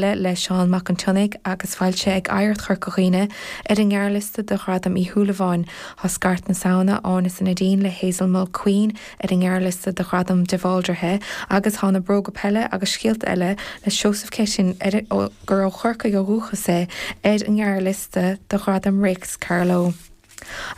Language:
Irish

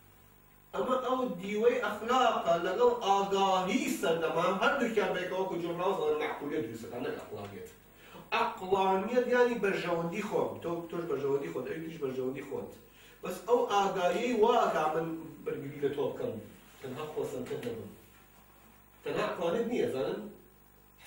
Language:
Central Kurdish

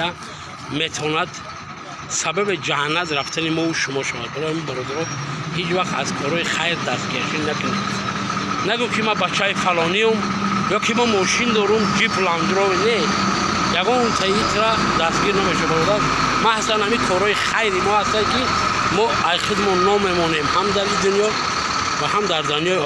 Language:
Tajik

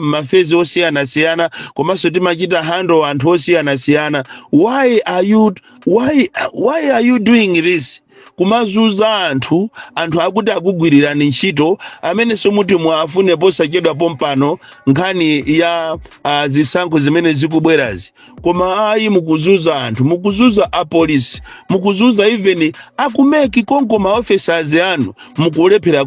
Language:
Nyanja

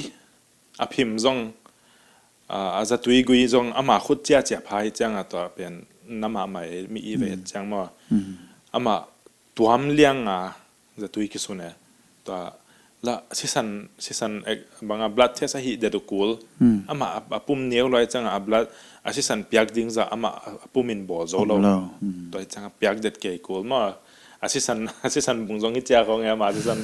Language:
Tedim Chin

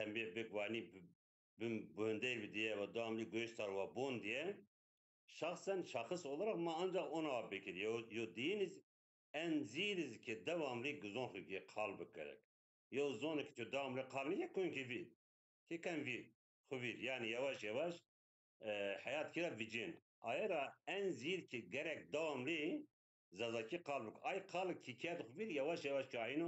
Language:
Zaza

